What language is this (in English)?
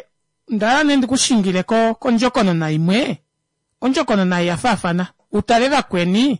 Kuanyama